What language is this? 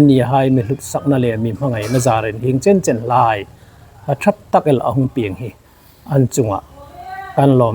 Hmar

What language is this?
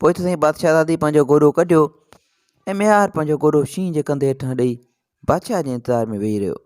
Sindhi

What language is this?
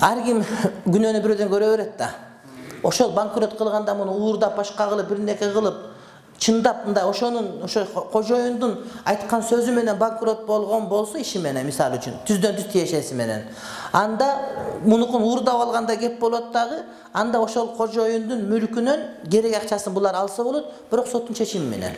Kyrgyz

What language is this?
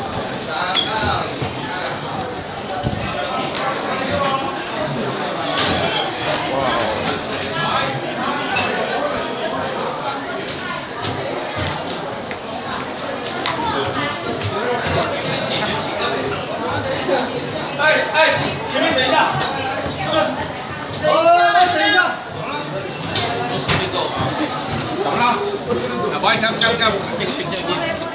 Chinese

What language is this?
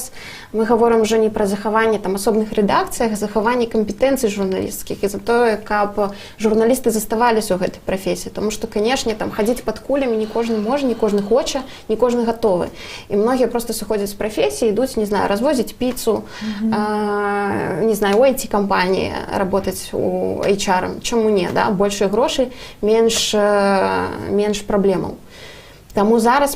Belarusian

